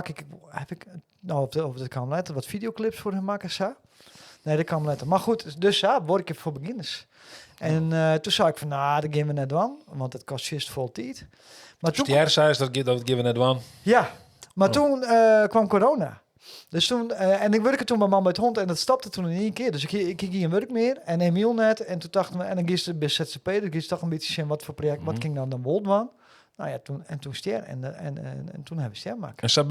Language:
Western Frisian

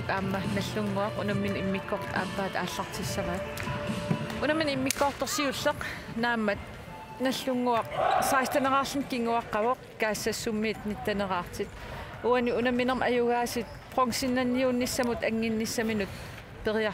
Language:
Kalaallisut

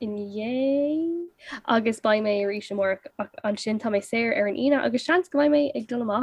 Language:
Irish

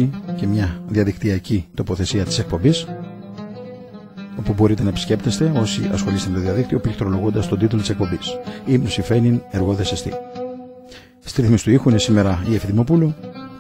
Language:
Greek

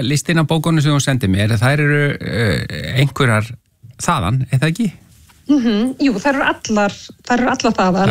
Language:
Icelandic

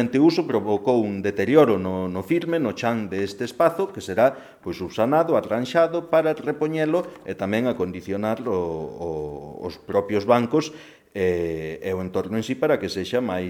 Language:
Galician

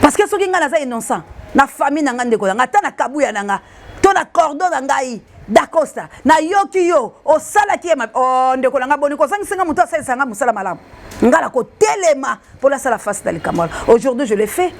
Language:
Lingala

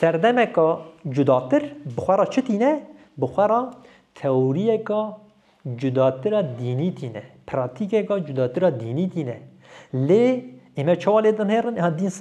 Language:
Kurdish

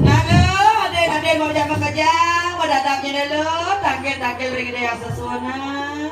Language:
Balinese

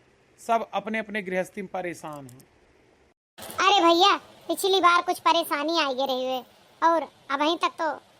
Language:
Awadhi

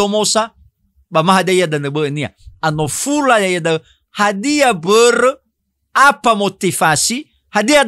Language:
Nias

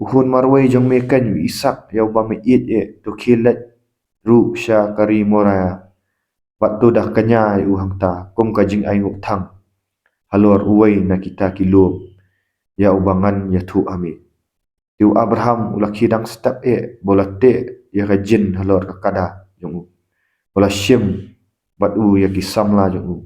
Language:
Khasi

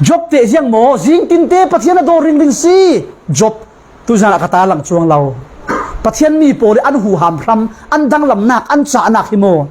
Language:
Falam Chin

